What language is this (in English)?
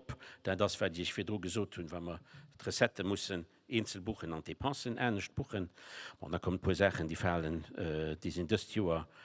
Luxembourgish